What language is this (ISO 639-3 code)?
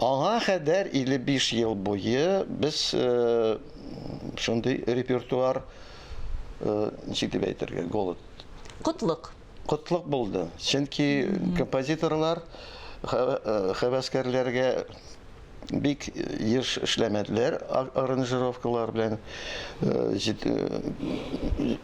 tat